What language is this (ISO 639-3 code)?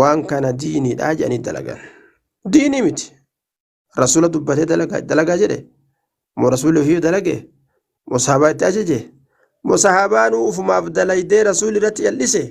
orm